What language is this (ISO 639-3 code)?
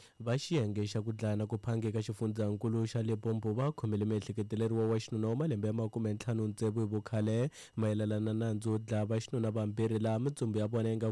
tso